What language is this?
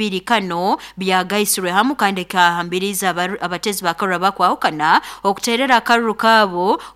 Nyankole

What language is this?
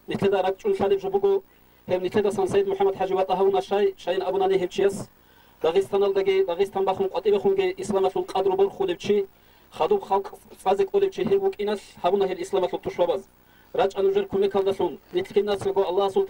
Avaric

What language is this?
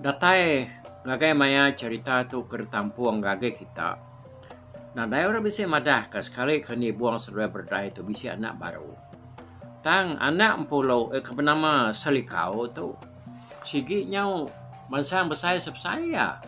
Iban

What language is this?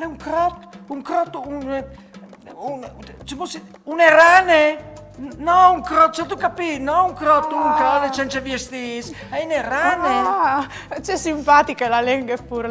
Friulian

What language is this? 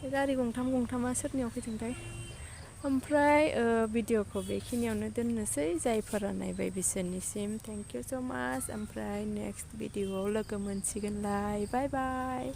Bodo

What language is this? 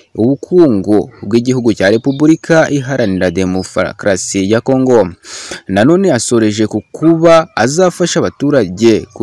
Kinyarwanda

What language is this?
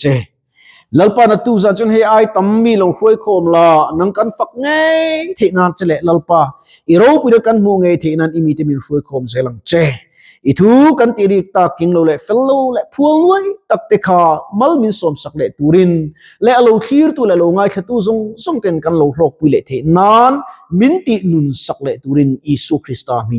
Mizo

